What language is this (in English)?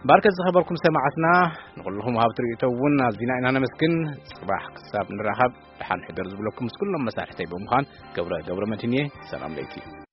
Tigrinya